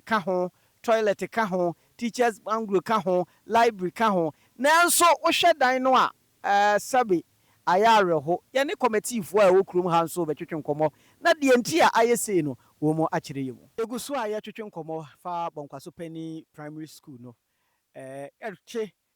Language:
Akan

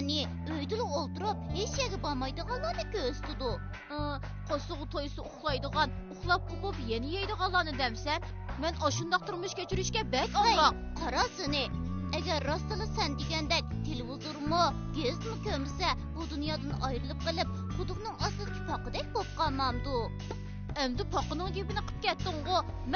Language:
Uyghur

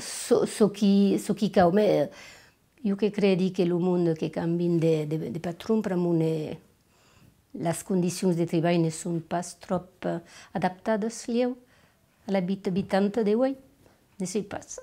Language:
Occitan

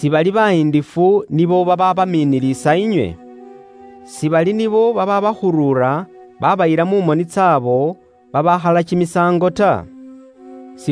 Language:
Luyia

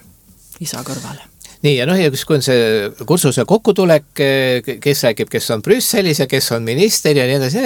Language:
Estonian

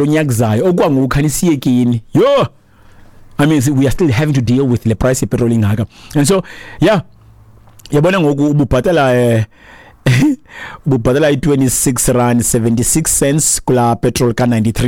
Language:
Xhosa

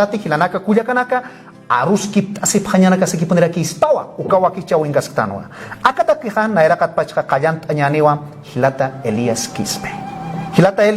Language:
Aymara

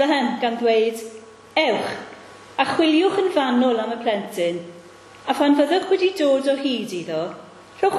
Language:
Welsh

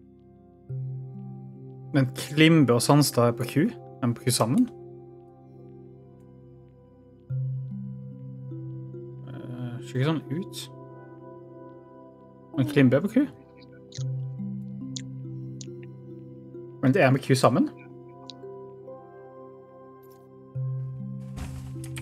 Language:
Norwegian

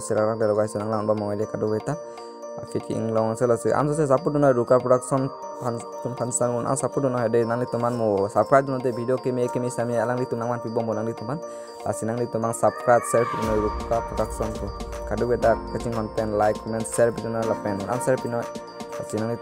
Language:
Karbi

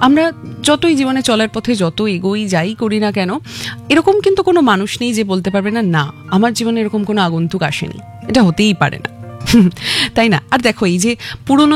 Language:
Bangla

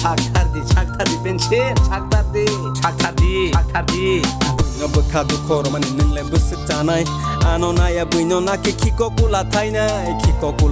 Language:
Kok Borok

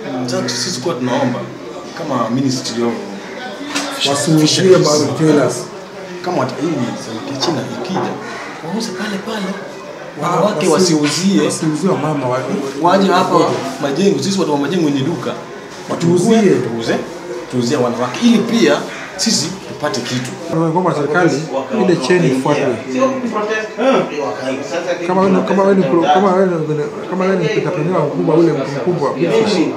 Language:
Swahili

